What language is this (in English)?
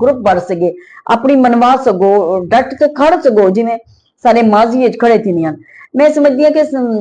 Saraiki